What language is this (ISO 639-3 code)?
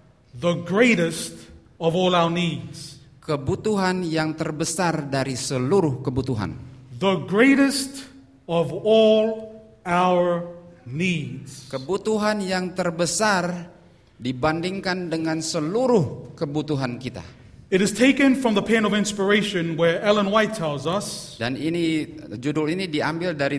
ind